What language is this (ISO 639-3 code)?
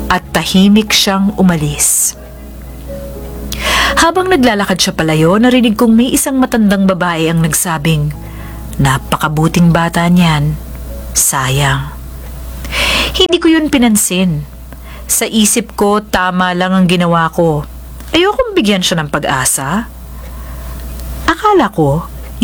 fil